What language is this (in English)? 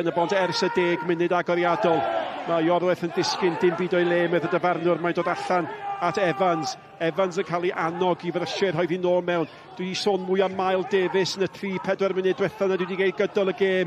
Welsh